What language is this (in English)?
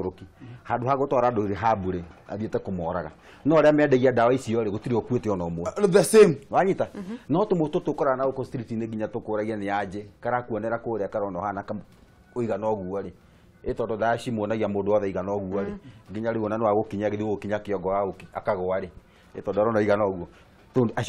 Kikuyu